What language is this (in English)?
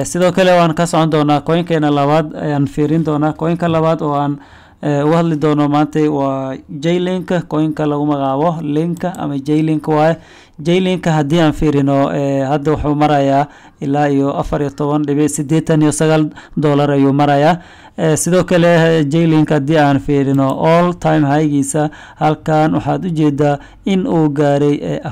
Somali